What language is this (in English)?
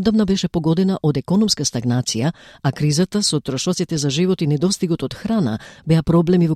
Macedonian